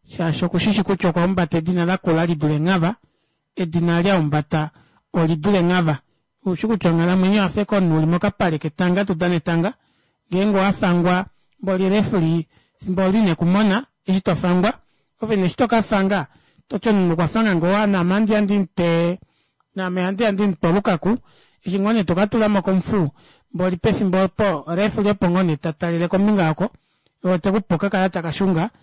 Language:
Kuanyama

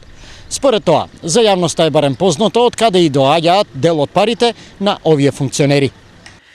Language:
Macedonian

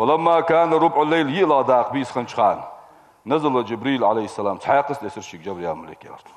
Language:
Ingush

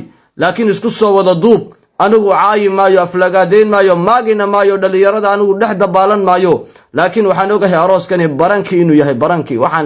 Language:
Somali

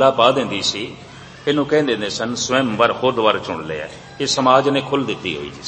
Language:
Punjabi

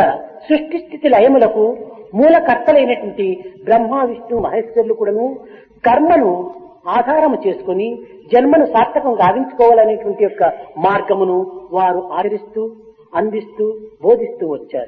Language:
Telugu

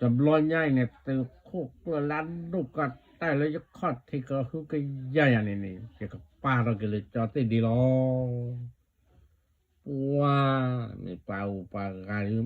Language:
S'gaw Karen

